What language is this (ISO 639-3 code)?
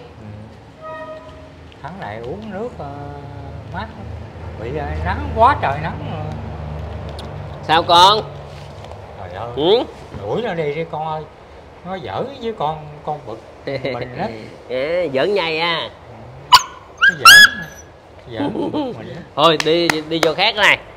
vie